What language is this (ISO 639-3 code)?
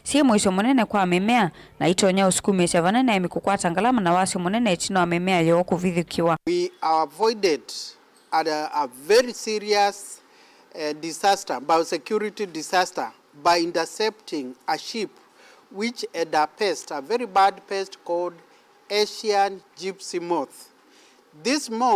kam